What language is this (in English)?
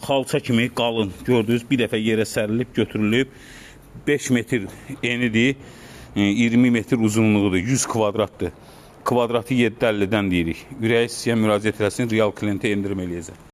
Azerbaijani